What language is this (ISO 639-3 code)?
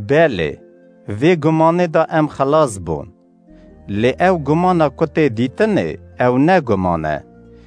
kur